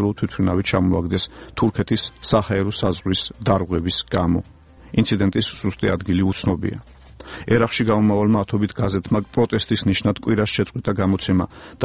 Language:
Georgian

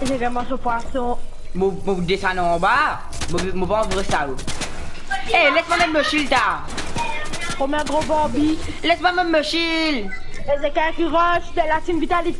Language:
Morisyen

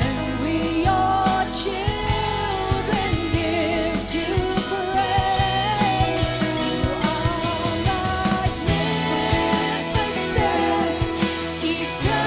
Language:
Khasi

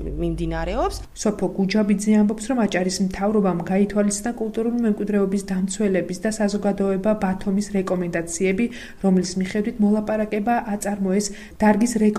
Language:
Georgian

